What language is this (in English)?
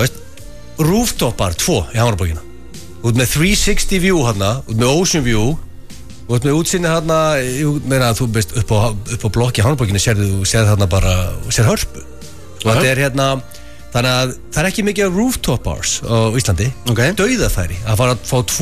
Icelandic